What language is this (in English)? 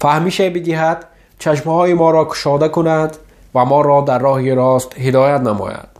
Tajik